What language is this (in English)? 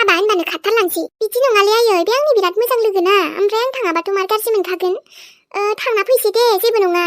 Bodo